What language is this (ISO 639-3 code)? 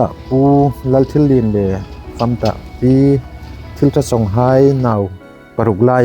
hmr